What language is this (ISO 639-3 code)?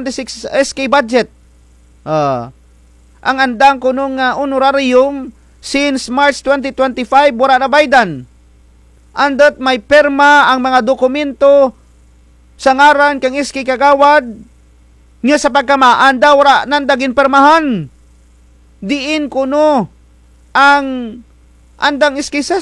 krj